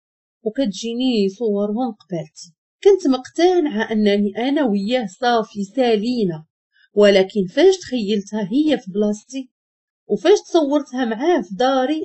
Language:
Moroccan Arabic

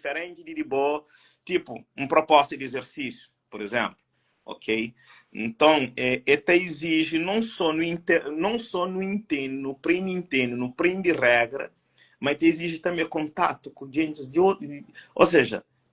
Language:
Kabuverdianu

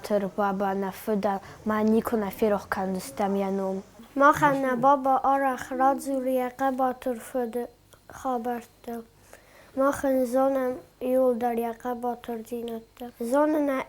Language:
Ossetic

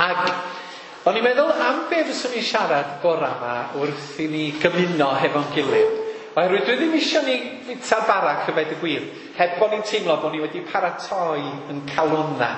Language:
Welsh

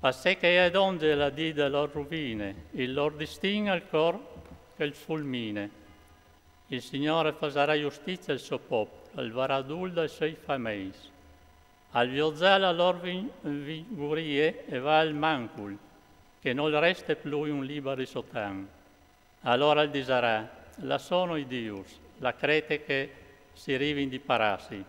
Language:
Friulian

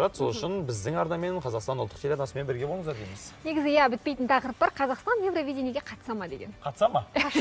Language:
Kazakh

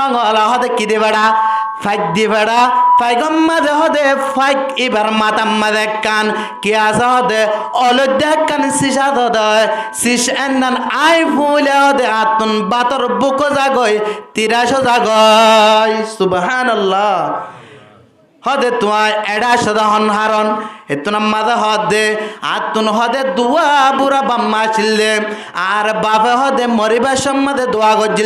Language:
Rohingya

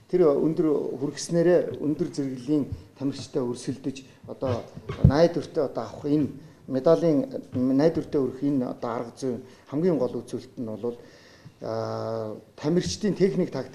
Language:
Mongolian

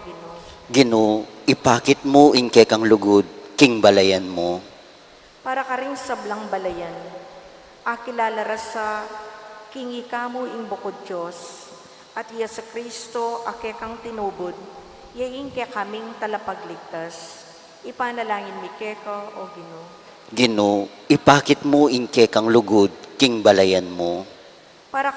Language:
Pampanga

